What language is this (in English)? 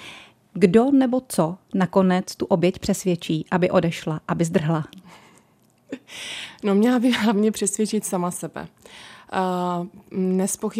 Czech